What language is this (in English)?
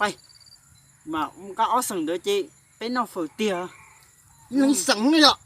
Hmong